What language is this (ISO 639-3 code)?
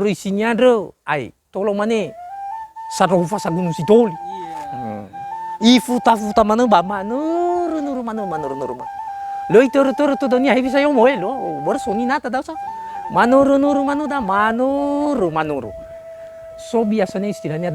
nia